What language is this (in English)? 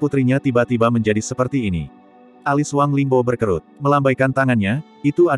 Indonesian